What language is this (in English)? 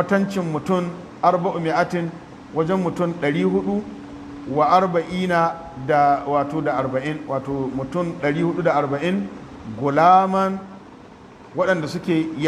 Hausa